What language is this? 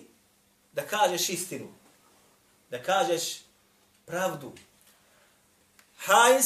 Bosnian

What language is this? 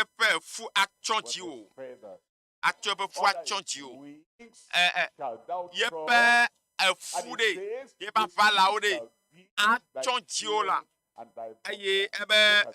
Ewe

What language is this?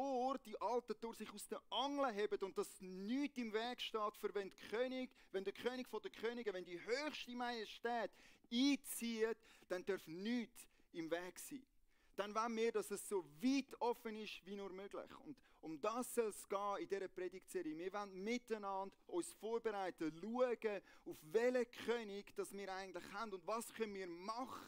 Swiss German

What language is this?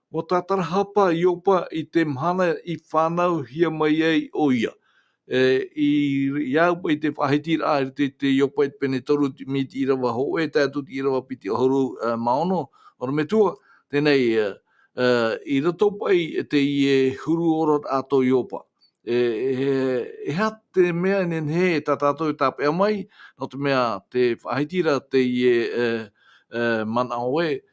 Tahitian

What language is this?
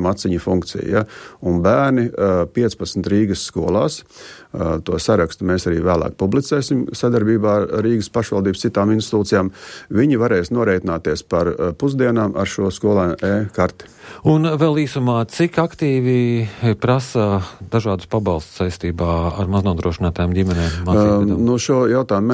Latvian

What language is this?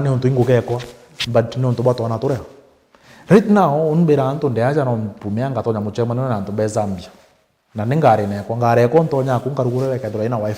Meru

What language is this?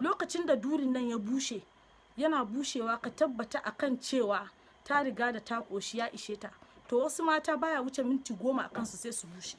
Hausa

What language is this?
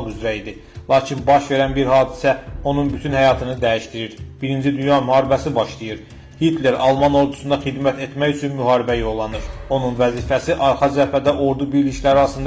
Azerbaijani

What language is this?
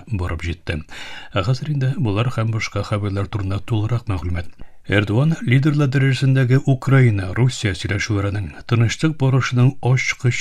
Tatar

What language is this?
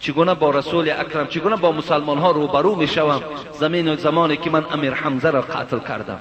Persian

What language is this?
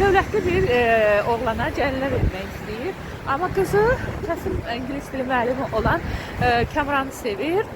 Azerbaijani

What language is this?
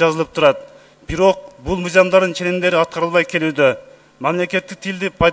Kyrgyz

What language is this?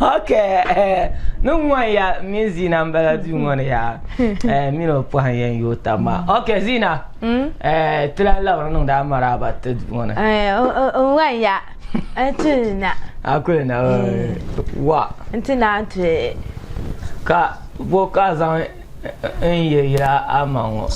Dagbani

